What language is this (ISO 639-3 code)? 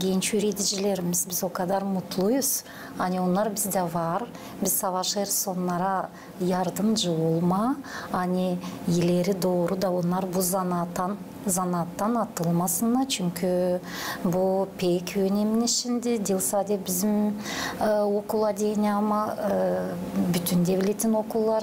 gag